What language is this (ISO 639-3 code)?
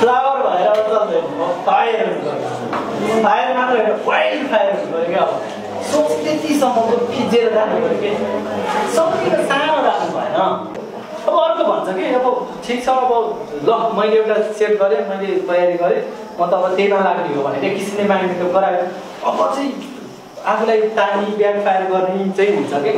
nep